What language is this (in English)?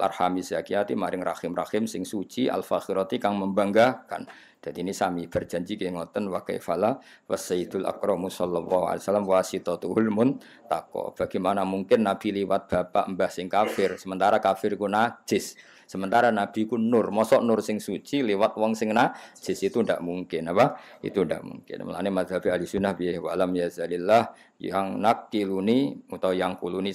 Javanese